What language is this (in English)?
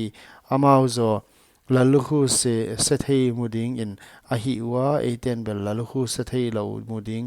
Paite Chin